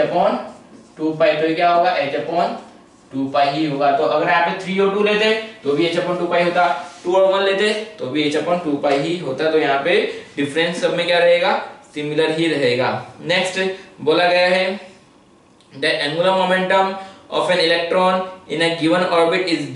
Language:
Hindi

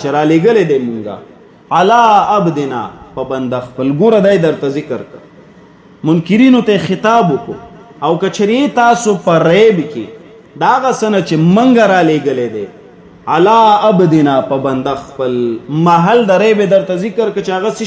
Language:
Pashto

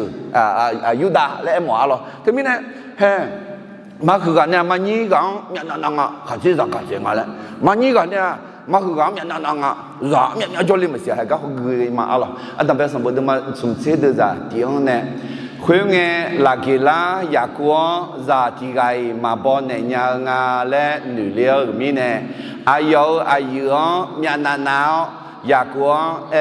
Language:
Akha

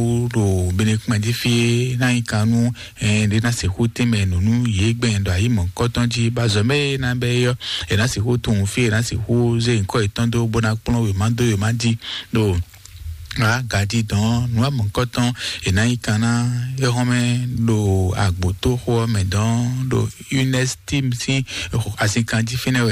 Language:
Fon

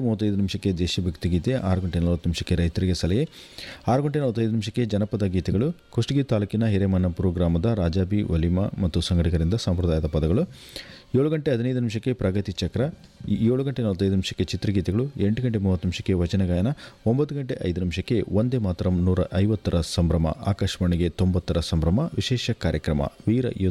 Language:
Kannada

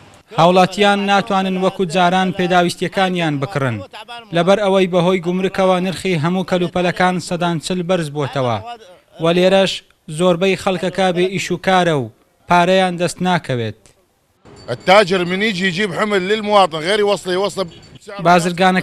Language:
Central Kurdish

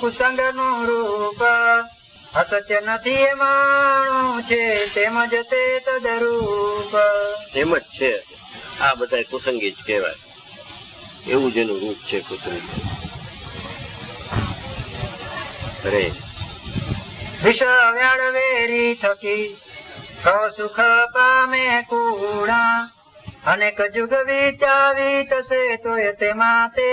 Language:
Gujarati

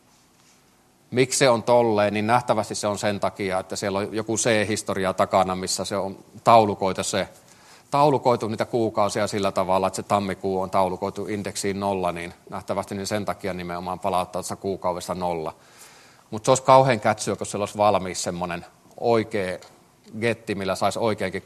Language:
Finnish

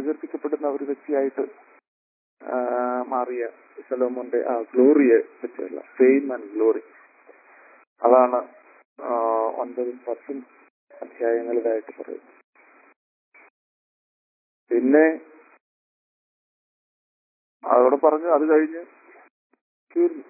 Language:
Malayalam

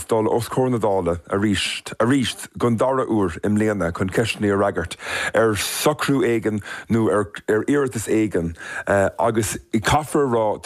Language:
Irish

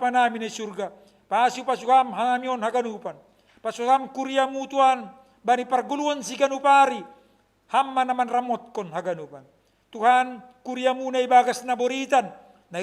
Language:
Batak Simalungun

